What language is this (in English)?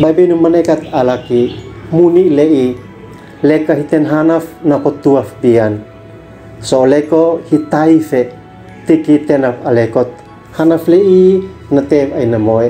Uab Meto